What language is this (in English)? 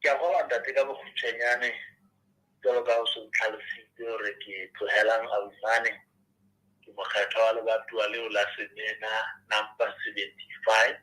Southern Sotho